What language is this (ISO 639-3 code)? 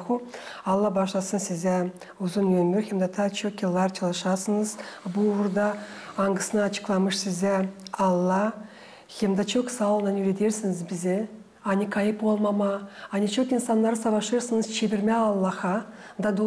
gag